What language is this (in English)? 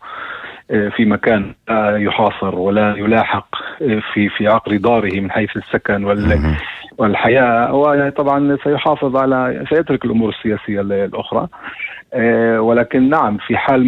North Levantine Arabic